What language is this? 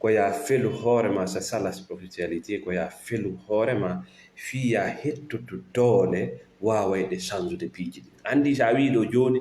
Fula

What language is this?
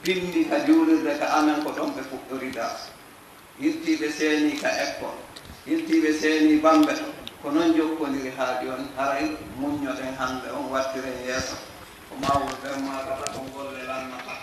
Fula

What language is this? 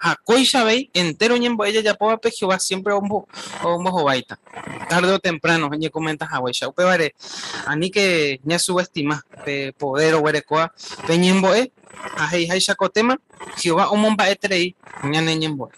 Guarani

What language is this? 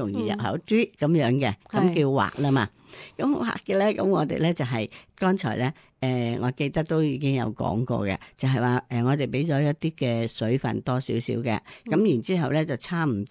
Cantonese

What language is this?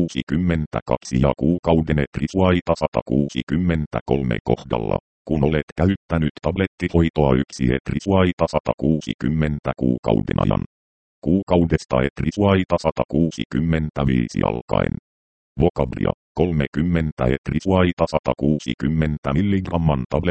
Finnish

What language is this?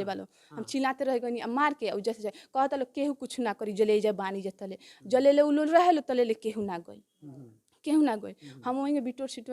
Bhojpuri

